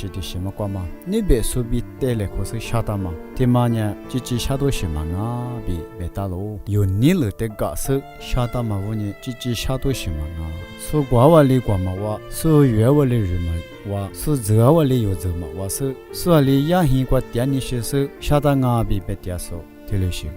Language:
Lisu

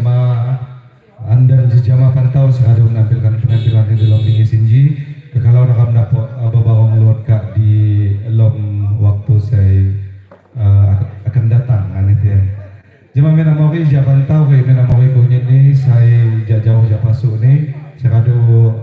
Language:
Lampung Api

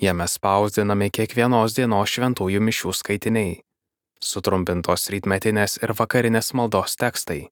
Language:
Lithuanian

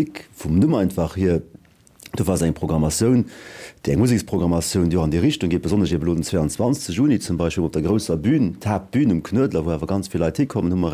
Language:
Luxembourgish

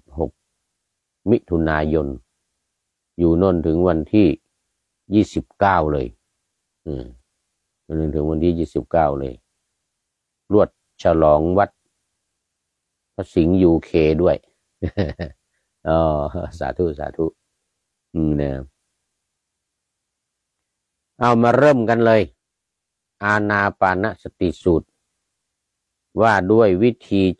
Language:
Thai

